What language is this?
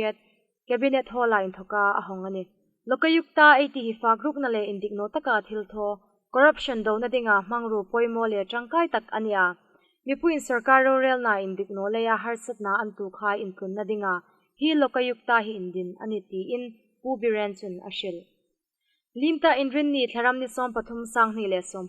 Hmar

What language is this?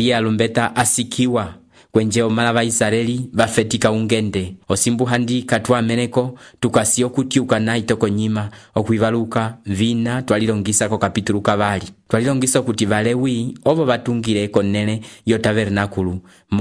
Umbundu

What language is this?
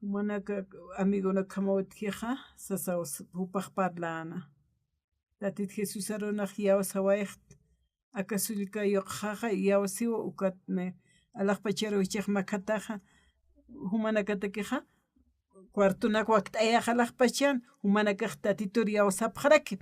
Aymara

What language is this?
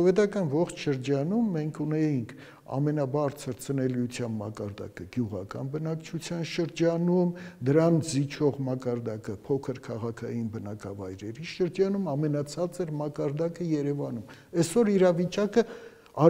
Armenian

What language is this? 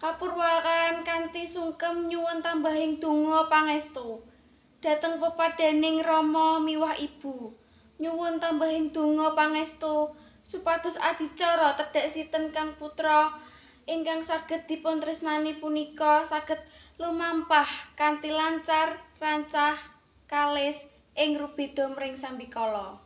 Javanese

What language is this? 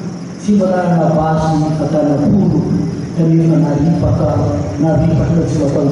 Malagasy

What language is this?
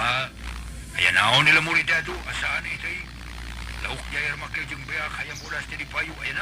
Sundanese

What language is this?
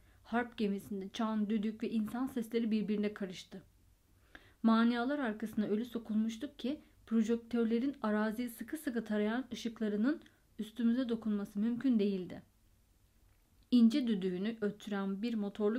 Turkish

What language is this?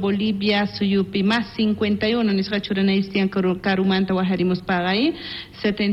South Bolivian Quechua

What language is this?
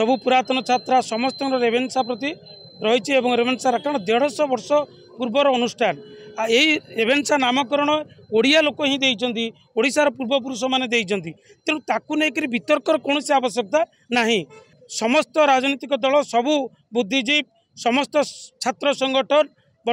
Odia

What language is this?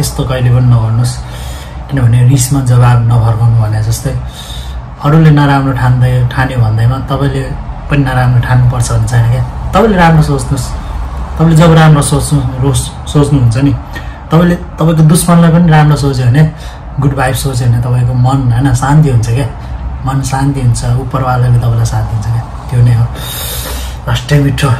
Nepali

